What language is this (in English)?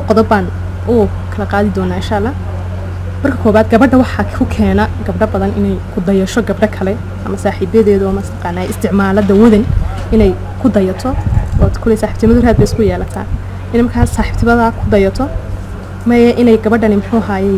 Somali